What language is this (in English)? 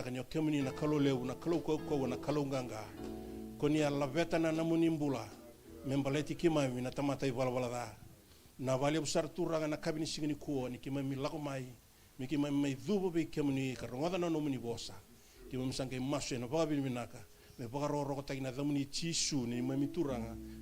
Fijian